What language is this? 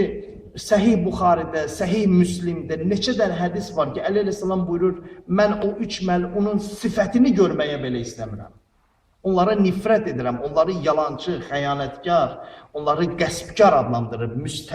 Azerbaijani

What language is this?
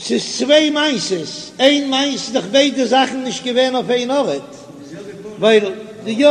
Yiddish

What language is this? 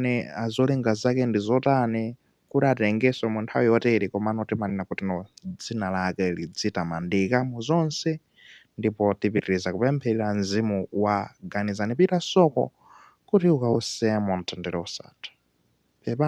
Nyanja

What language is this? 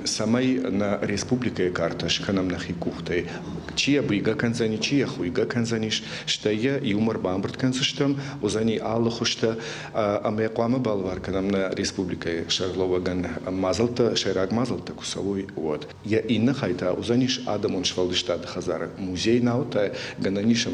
Ossetic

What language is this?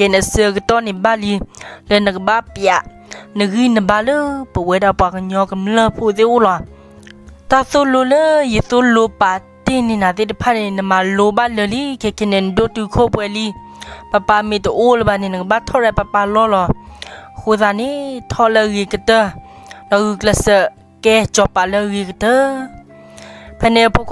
S'gaw Karen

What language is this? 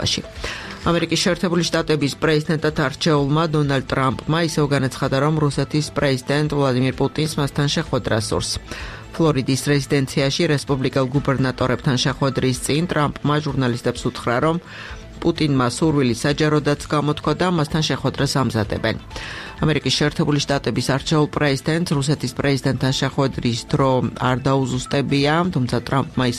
Georgian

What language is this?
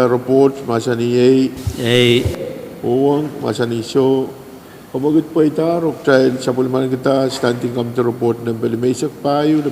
Pohnpeian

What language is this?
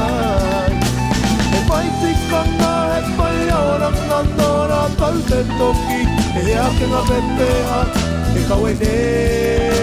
Māori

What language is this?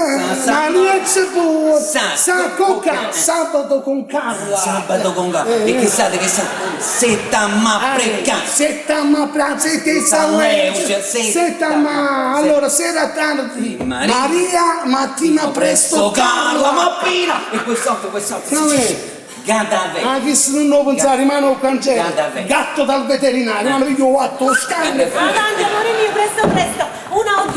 Neapolitan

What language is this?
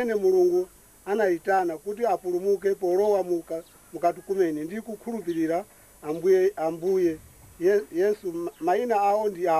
Nyanja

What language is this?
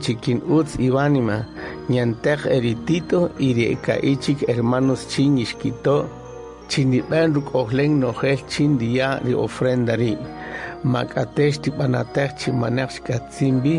Kaqchikel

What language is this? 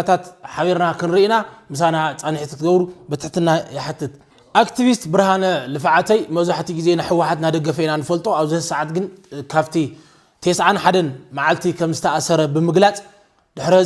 Tigrinya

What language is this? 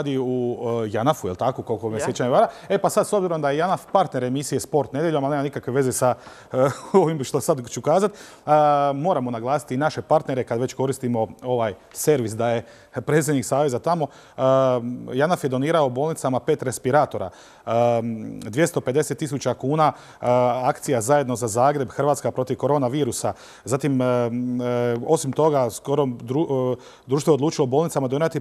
Croatian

